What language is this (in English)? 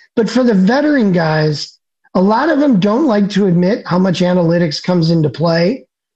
English